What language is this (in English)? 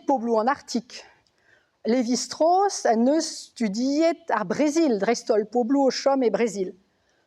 Breton